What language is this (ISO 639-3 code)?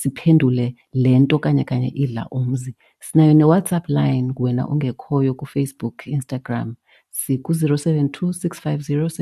xho